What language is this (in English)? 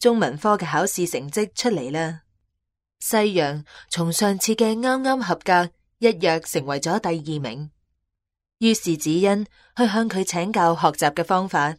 Cantonese